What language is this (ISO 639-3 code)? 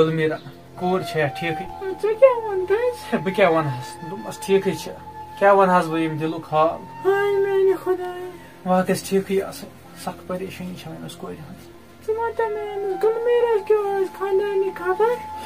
kas